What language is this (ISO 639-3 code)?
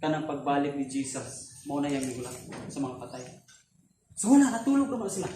ceb